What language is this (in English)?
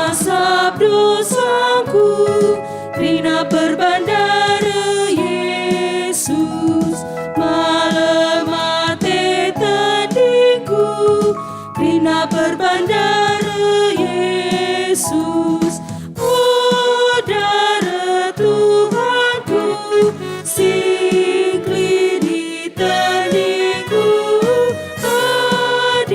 Batak Karo